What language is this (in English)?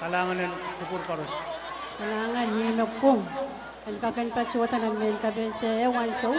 Pohnpeian